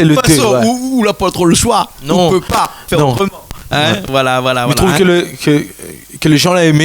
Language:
Réunion Creole French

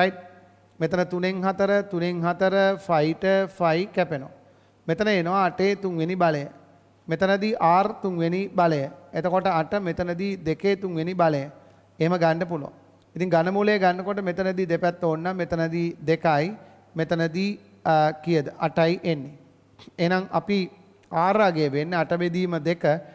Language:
Sinhala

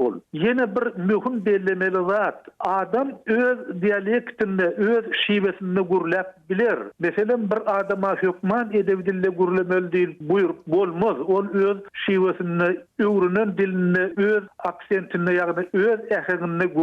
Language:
Turkmen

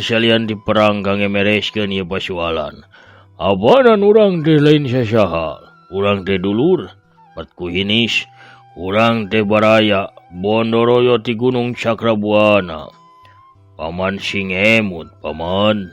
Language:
Sundanese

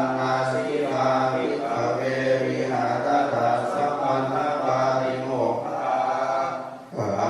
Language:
Pali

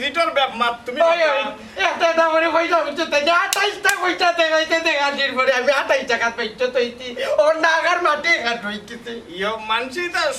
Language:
Sylheti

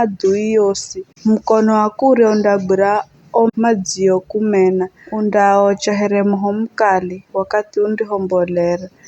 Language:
Giryama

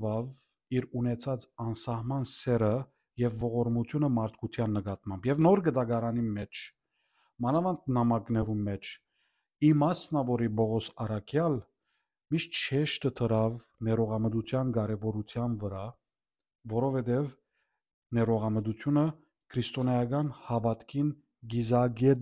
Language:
Armenian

